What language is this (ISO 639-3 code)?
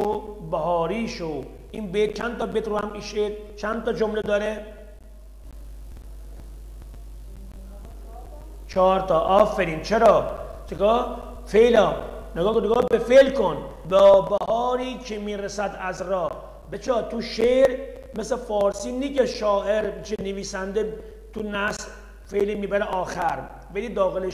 fas